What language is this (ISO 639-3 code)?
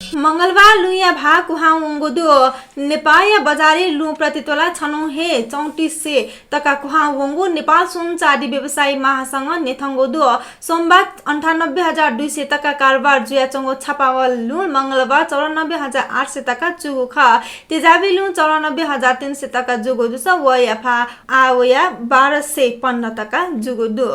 new